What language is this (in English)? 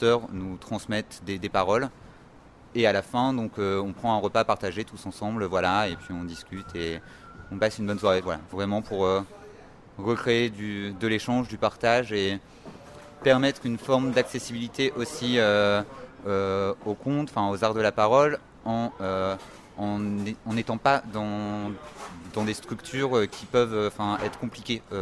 French